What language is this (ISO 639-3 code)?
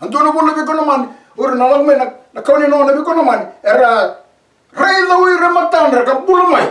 fij